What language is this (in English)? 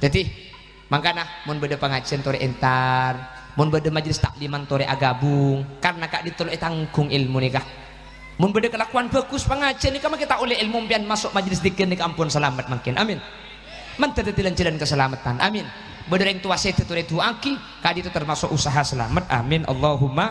Madurese